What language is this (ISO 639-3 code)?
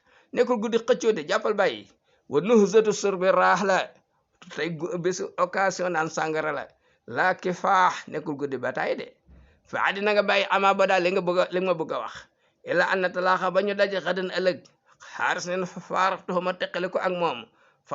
wol